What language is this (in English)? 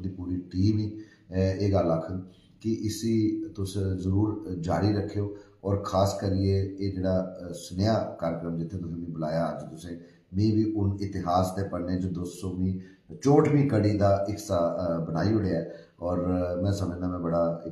Dogri